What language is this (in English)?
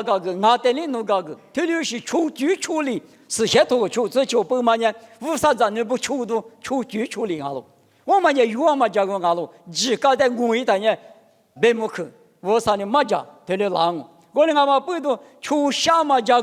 Lisu